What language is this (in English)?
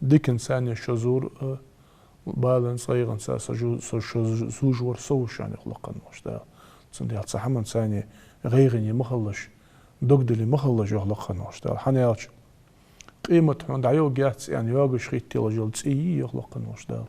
Ingush